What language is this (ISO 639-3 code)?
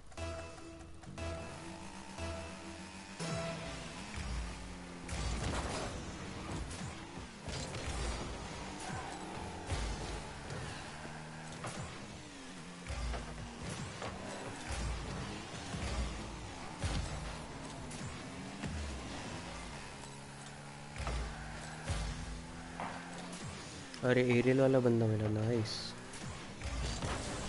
hin